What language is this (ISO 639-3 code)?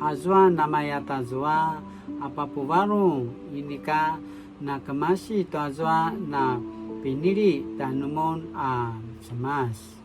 pwn